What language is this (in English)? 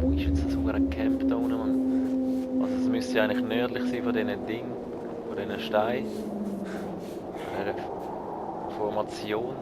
Swiss German